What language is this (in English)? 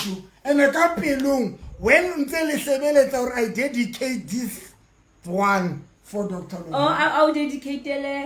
Southern Sotho